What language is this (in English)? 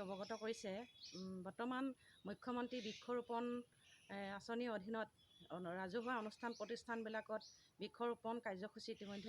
Assamese